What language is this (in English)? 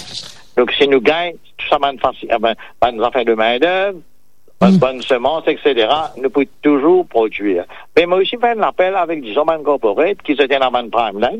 Morisyen